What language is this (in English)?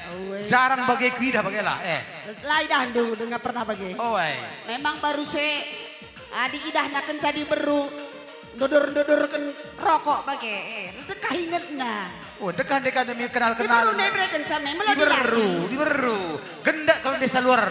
Batak Karo